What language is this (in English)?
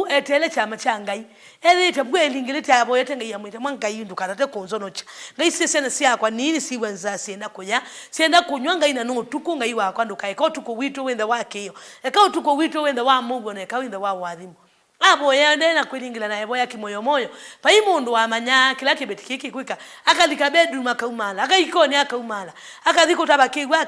Kamba